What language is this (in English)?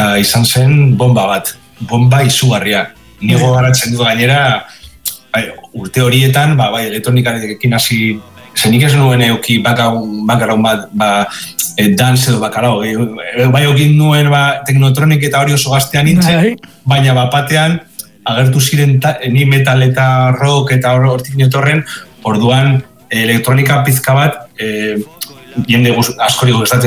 Basque